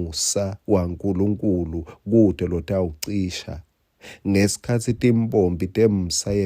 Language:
Swati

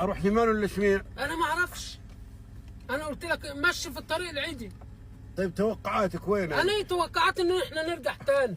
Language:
Egyptian Arabic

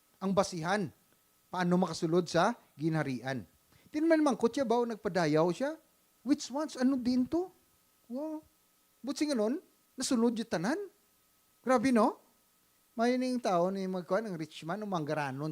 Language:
Hiligaynon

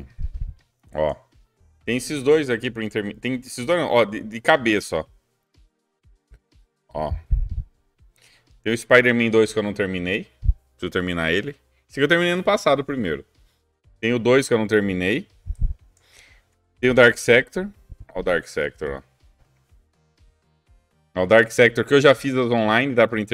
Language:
Portuguese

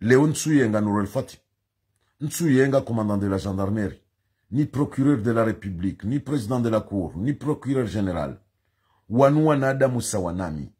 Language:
Ngazidja Comorian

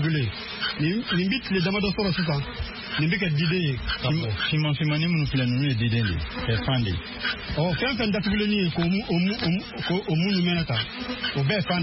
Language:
Bambara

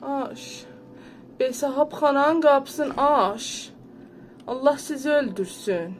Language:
South Azerbaijani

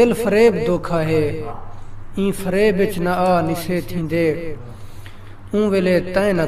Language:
Saraiki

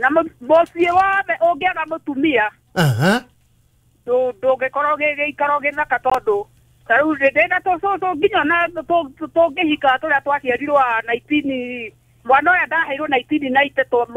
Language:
Kikuyu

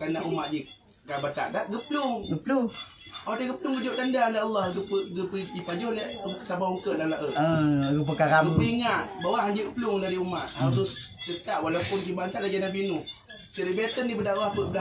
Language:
Achinese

